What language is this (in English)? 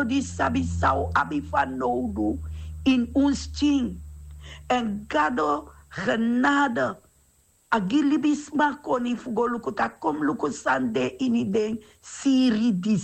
Sranan Tongo